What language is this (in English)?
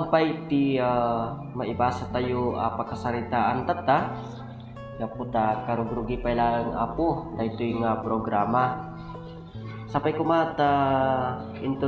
Iloko